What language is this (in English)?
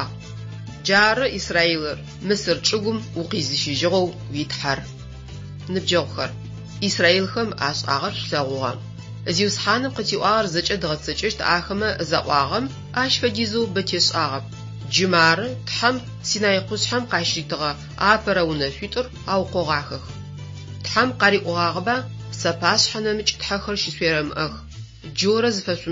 Adyghe